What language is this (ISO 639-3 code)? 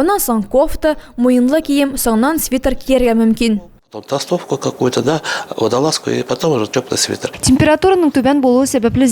tat